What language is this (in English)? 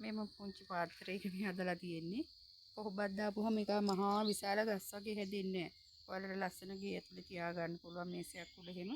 Sinhala